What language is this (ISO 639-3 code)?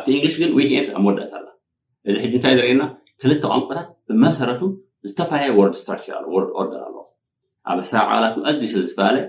tir